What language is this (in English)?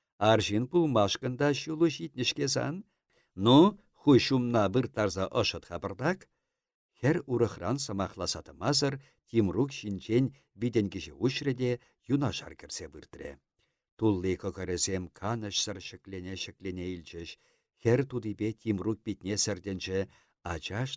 Chuvash